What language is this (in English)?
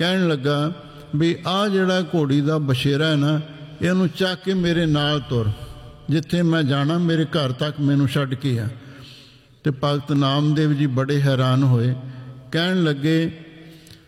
Punjabi